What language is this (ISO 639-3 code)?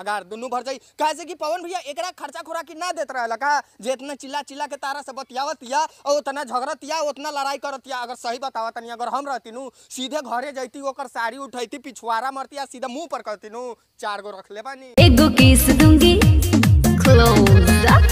bho